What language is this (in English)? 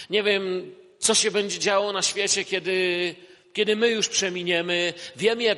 Polish